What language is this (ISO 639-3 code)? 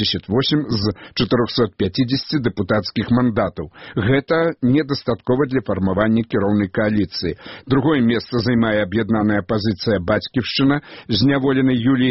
bel